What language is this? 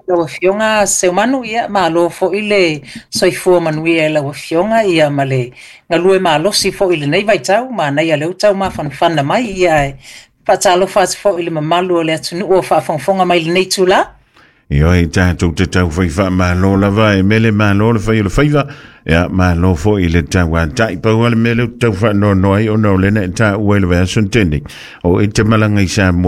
Samoan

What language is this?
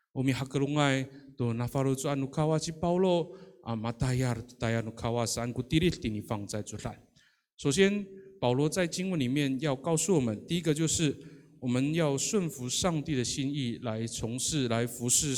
Amis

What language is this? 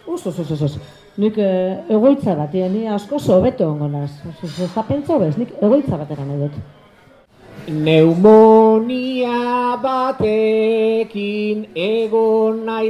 Basque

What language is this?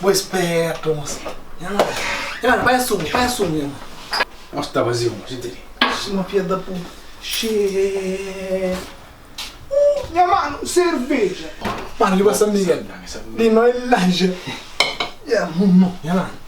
Kabuverdianu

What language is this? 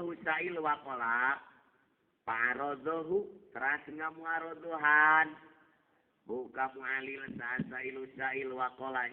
Sundanese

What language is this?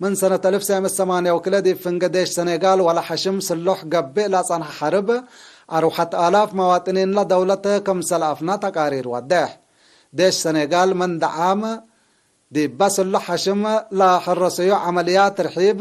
Tigre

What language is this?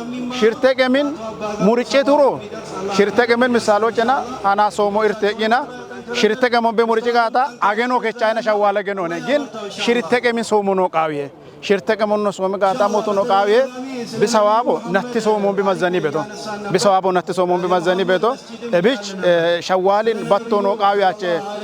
Kafa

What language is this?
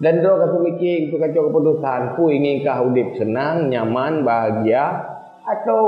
Achinese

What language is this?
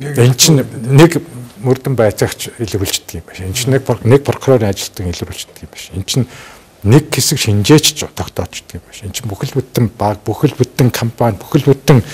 Mongolian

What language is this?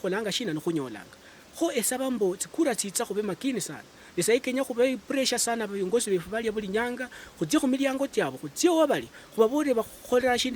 Luyia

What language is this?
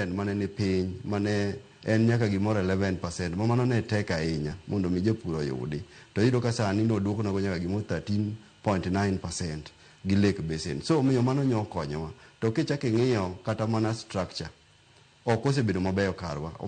Luo (Kenya and Tanzania)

